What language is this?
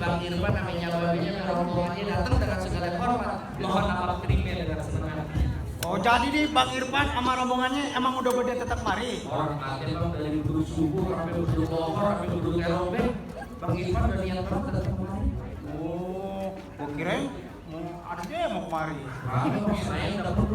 Betawi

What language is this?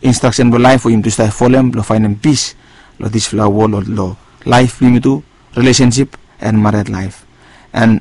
Bislama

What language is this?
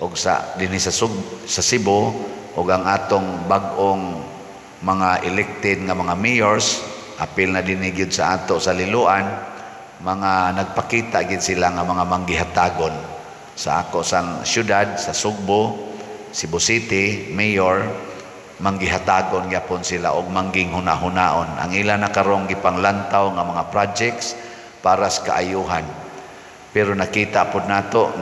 Cebuano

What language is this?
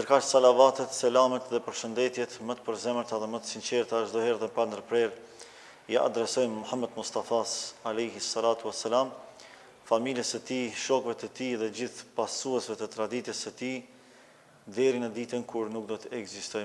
Albanian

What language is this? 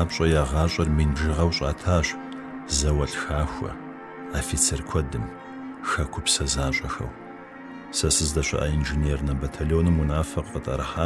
Kabardian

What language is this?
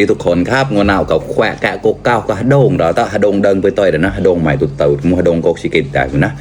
Mon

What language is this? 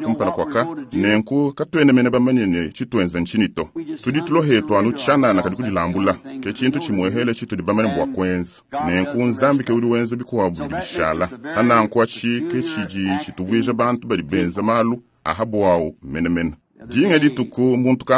Luba-Lulua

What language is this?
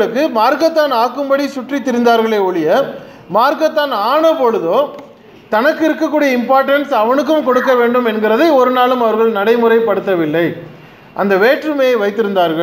Tamil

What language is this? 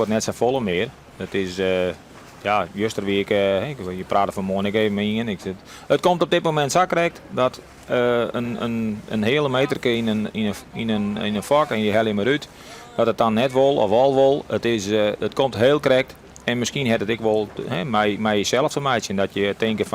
Western Frisian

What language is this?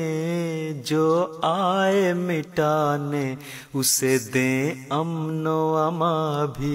Urdu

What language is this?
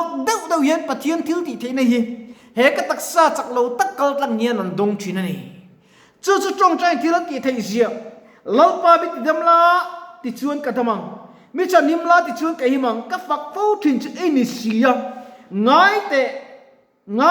Mizo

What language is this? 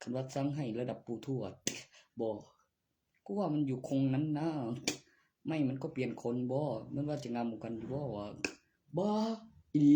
Northeastern Thai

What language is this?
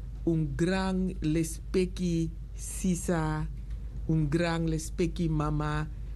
Sranan Tongo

